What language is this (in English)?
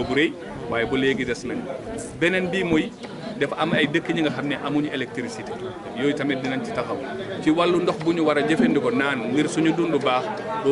Wolof